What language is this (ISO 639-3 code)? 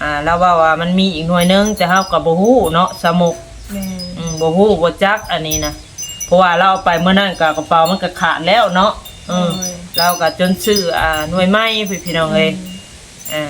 tts